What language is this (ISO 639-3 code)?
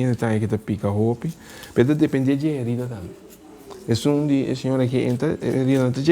pap